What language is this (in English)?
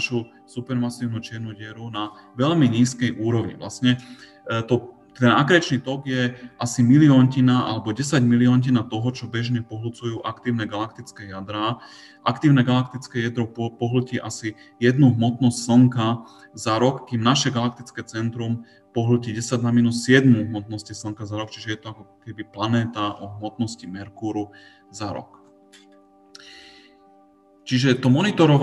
Slovak